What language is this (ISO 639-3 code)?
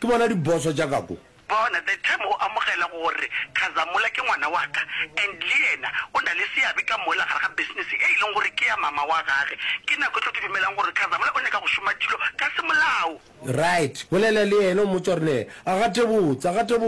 nso